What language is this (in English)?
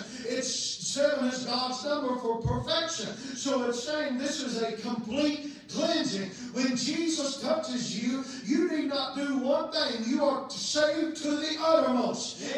English